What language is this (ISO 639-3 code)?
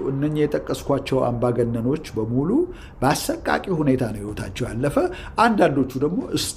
amh